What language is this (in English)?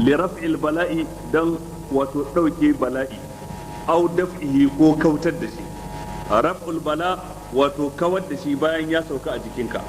Hausa